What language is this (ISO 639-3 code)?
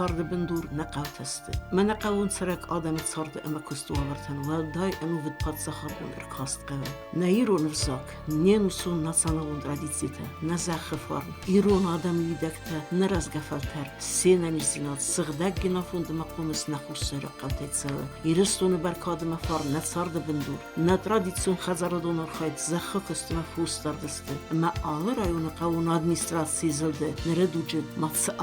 oss